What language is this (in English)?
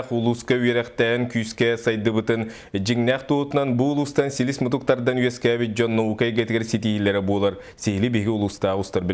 Yakut